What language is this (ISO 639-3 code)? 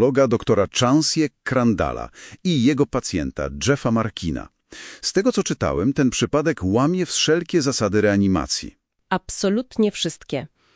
pol